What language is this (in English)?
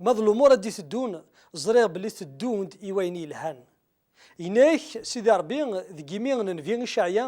Kabyle